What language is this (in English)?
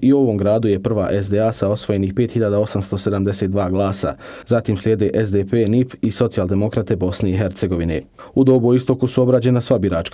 Bosnian